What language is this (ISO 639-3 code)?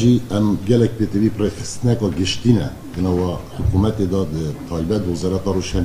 kur